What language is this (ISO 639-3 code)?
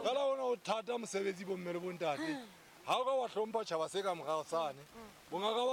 sot